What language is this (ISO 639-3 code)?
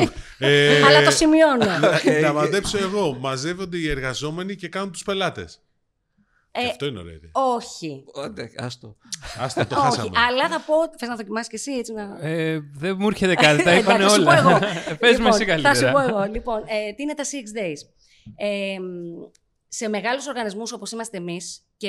ell